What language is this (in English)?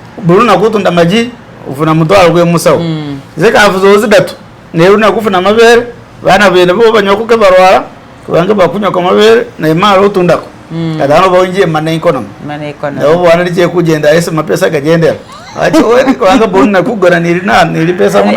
Masaaba